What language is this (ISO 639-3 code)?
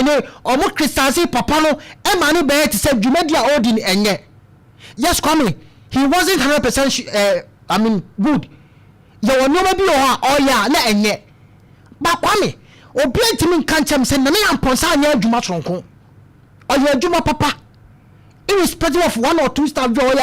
aka